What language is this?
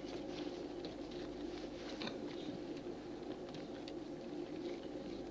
Serbian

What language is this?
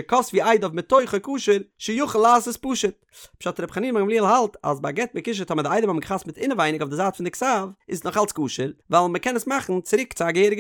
Yiddish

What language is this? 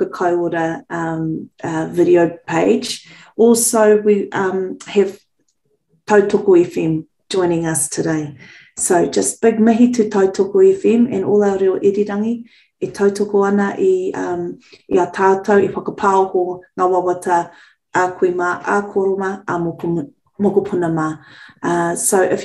Māori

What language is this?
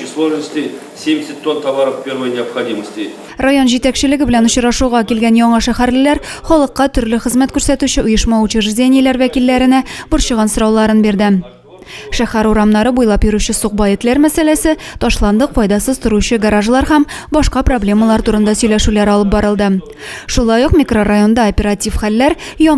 Tatar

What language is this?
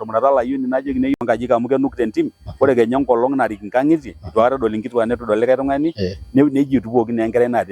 Masai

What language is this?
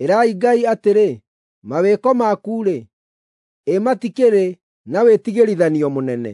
Kikuyu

